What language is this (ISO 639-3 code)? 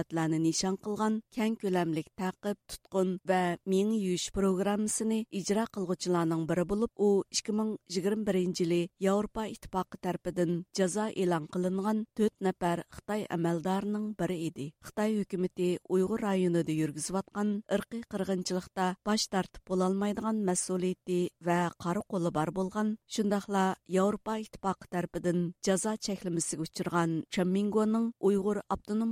uig